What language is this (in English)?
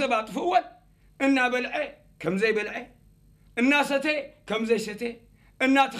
Tigrinya